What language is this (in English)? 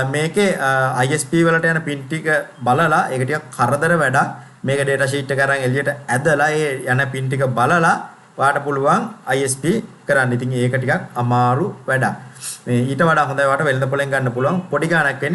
Sinhala